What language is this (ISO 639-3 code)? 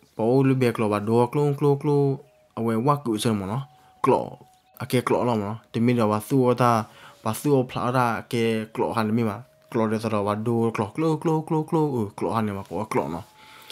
ksw